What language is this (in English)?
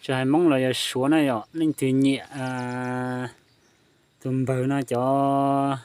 Hmong